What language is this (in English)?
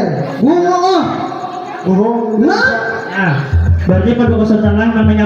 Banjar